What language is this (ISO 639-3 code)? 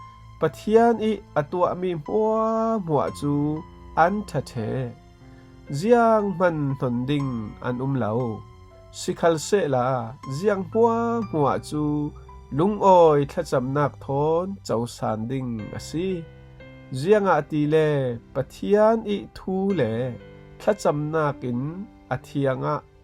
cfm